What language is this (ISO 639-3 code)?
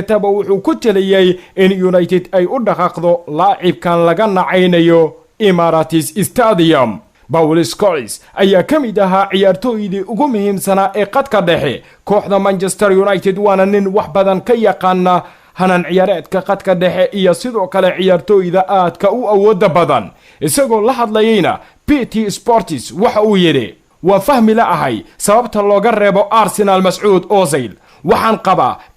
som